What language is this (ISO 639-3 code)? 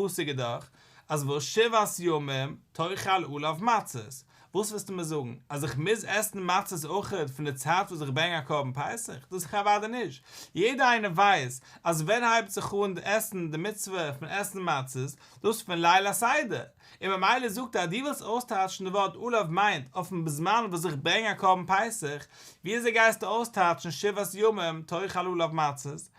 yid